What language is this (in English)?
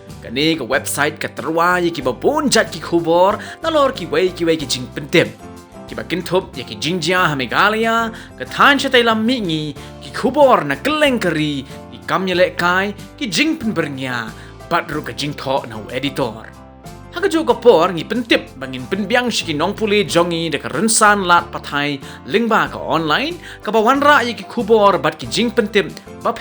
Khasi